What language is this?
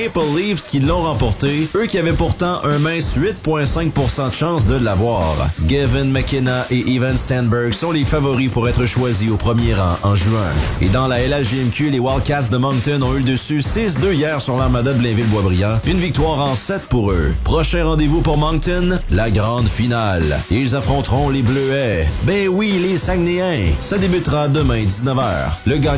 French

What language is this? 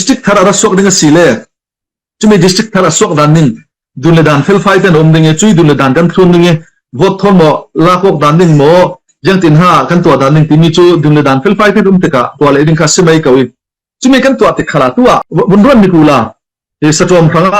Falam Chin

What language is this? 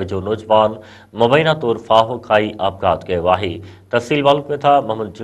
Sindhi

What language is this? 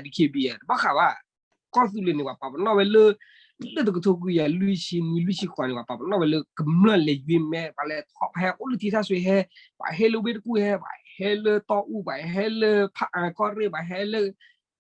S'gaw Karen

